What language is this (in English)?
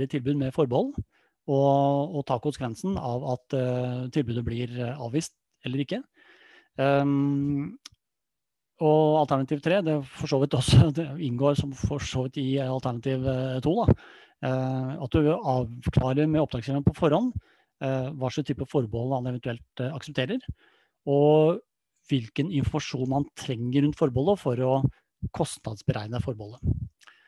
Norwegian